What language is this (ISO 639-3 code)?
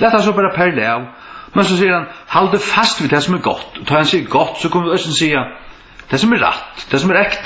fao